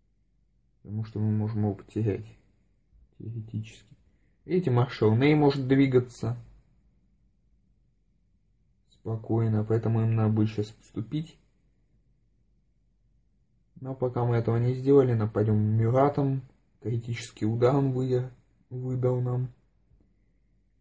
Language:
Russian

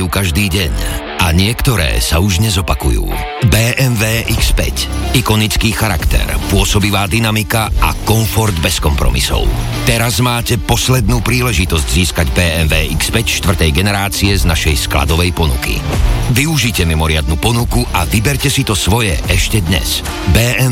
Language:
Slovak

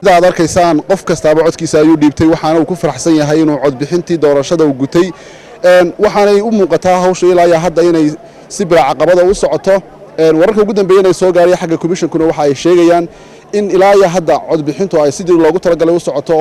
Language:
Somali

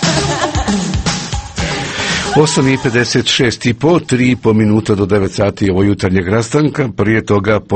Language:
Croatian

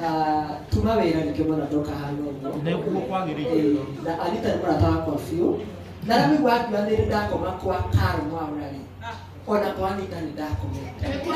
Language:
Kikuyu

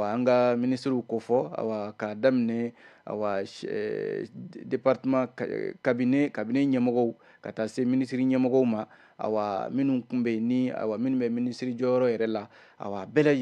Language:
Bambara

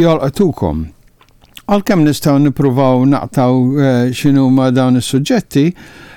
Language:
Maltese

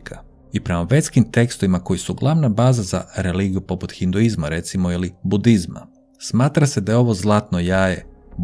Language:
Croatian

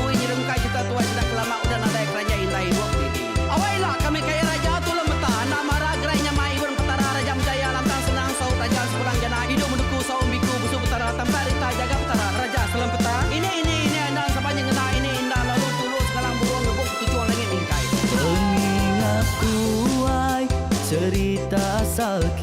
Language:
Iban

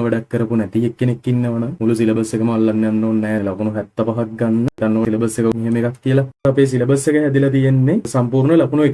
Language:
Sinhala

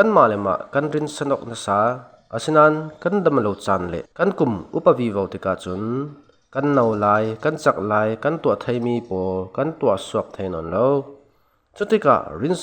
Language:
Falam Chin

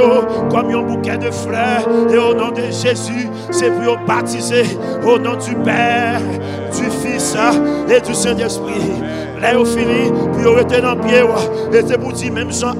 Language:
Haitian Creole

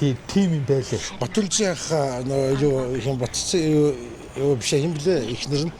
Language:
Mongolian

